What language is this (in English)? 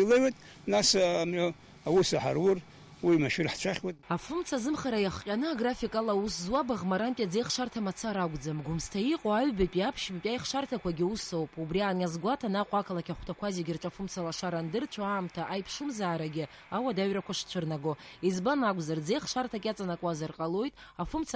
Abkhazian